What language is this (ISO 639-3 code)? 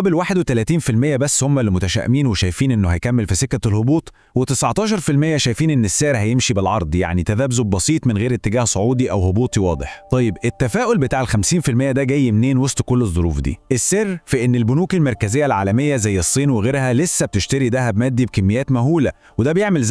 arz